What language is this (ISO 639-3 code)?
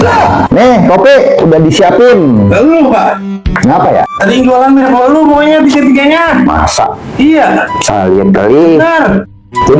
bew